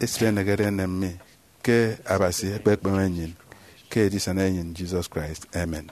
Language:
Efik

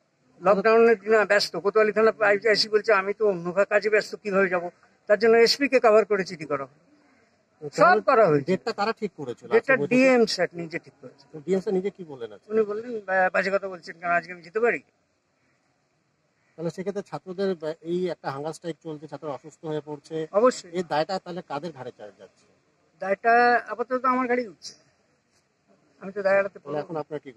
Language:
Bangla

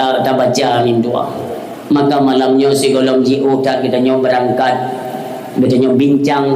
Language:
Achinese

